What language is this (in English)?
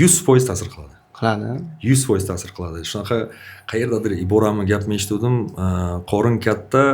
Uzbek